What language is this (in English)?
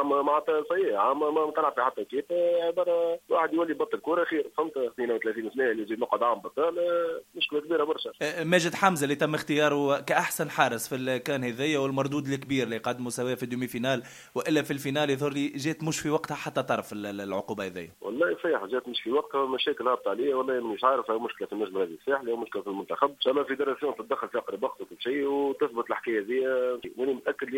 Tunisian Arabic